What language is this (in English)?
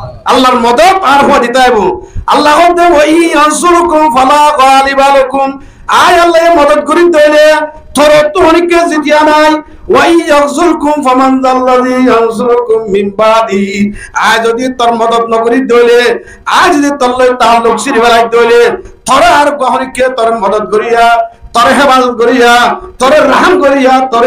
Rohingya